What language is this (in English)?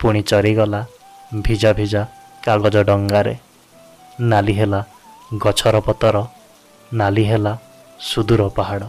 Odia